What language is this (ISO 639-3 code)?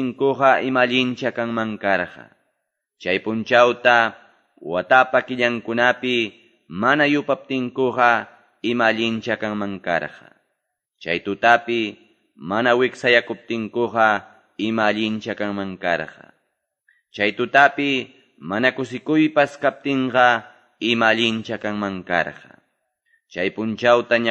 que